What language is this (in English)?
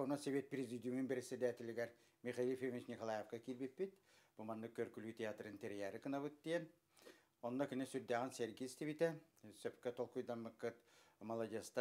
Yakut